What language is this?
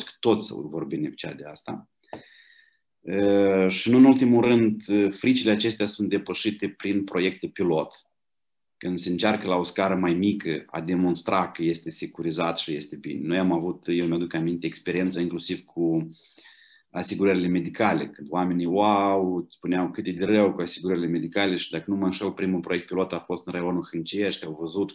Romanian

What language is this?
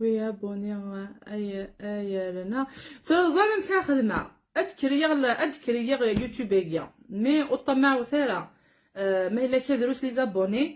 Kabyle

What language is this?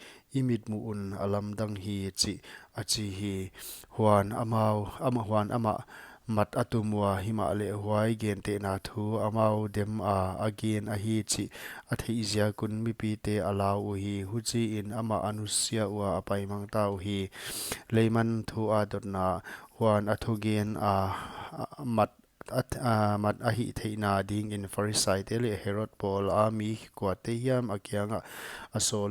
Paite Chin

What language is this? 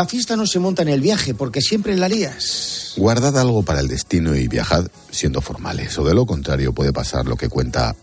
Spanish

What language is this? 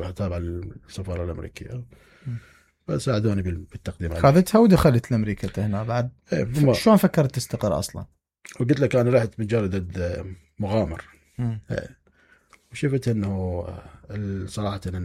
Mesopotamian Arabic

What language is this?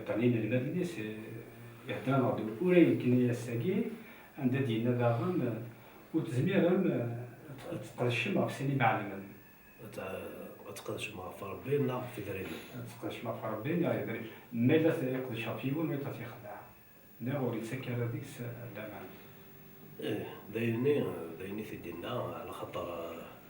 Kabyle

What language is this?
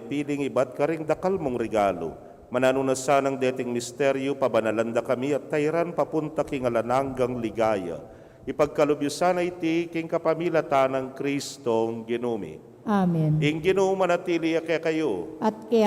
Pampanga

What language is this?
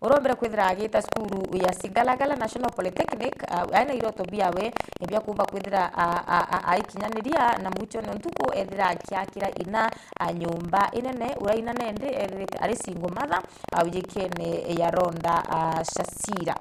Meru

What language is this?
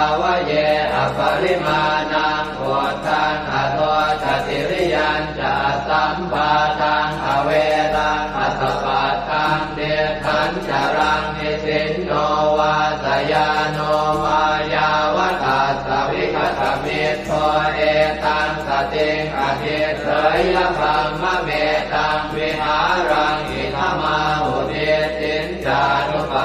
Pali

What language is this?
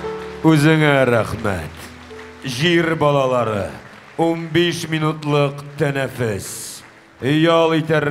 Tatar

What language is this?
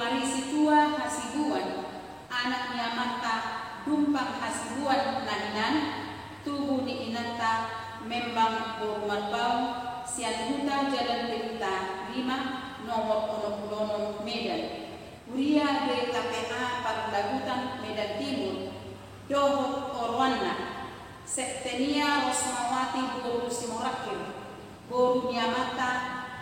Batak Toba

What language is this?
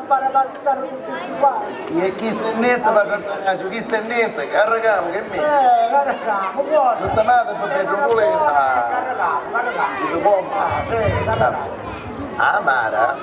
Sicilian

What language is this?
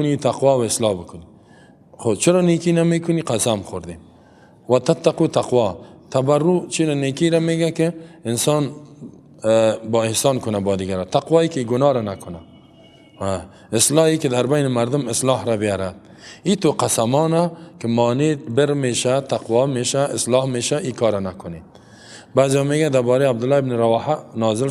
Persian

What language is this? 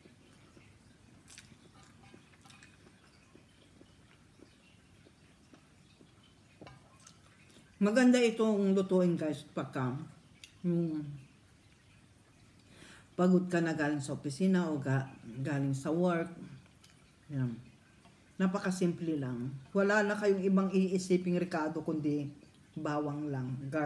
Filipino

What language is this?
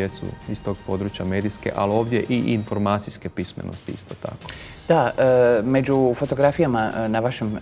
Croatian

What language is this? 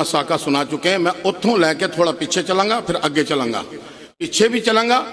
Punjabi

